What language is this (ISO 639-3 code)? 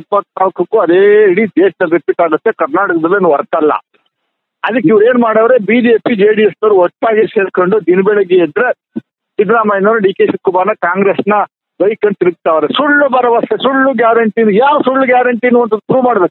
kan